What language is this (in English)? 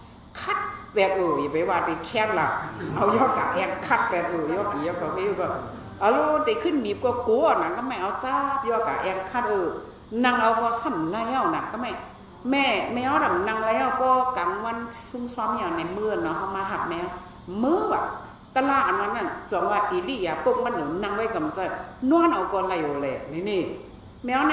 Shan